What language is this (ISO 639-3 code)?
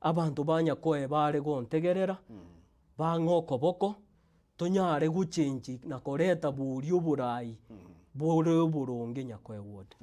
guz